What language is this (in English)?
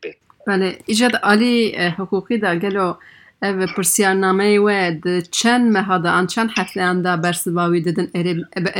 Kurdish